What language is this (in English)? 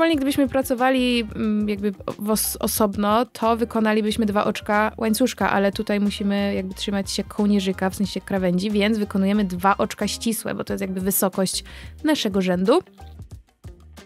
Polish